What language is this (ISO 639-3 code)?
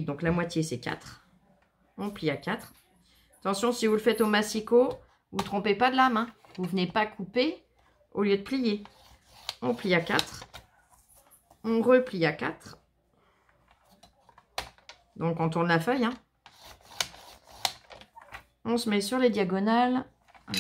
fra